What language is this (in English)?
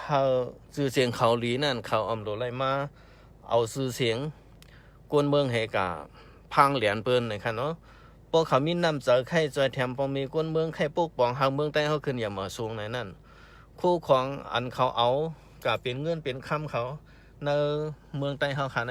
Shan